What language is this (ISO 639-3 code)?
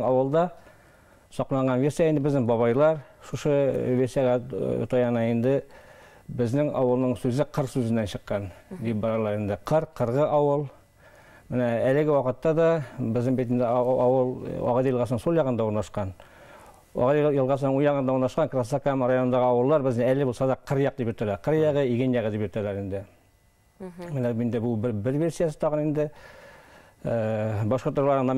bak